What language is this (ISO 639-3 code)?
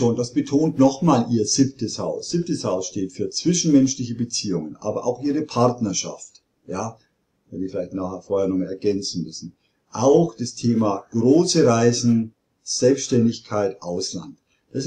deu